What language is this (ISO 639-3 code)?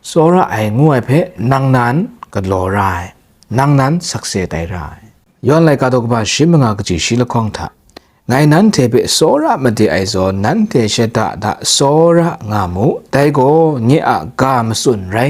kac